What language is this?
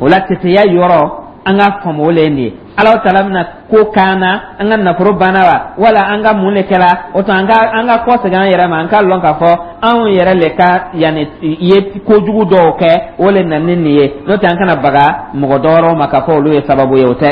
Dyula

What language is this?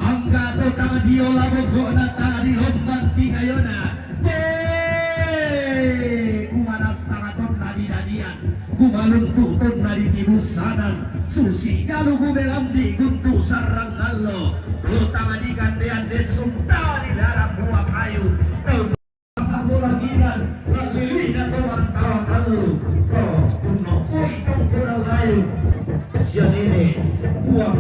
Toraja-Sa'dan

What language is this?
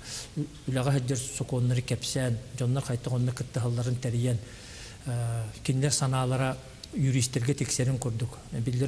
Yakut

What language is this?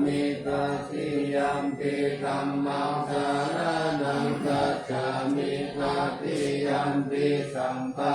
Pali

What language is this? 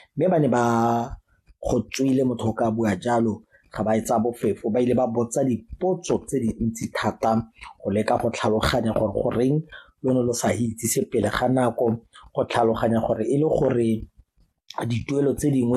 Tswana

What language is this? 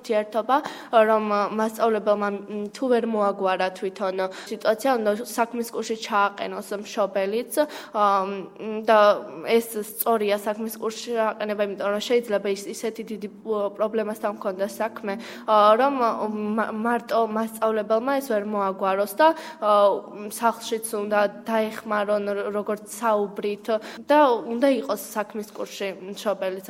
Georgian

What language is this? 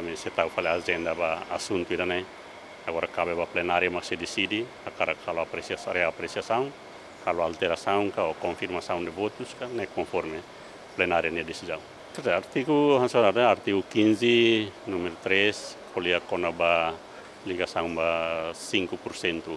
Tetum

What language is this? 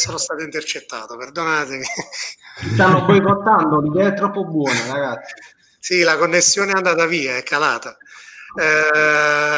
Italian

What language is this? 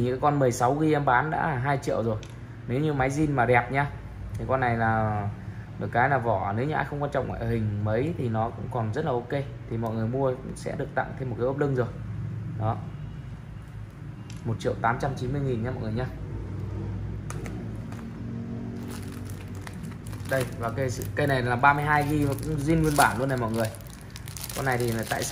Vietnamese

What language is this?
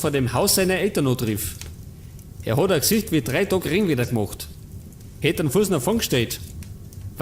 Bavarian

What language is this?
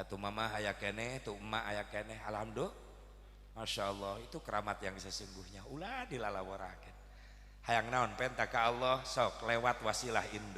Sundanese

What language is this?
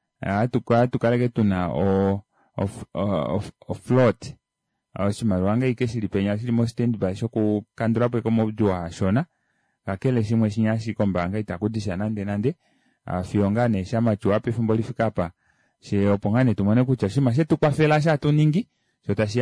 Kuanyama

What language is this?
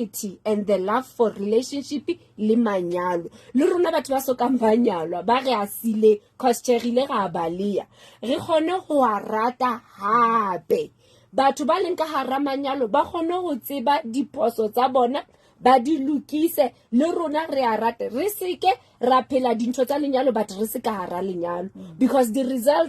Southern Sotho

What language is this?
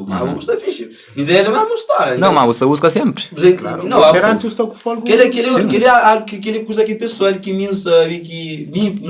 Kabuverdianu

